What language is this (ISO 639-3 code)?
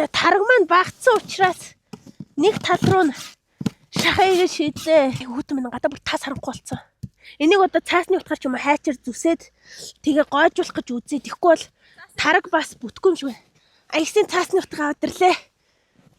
mon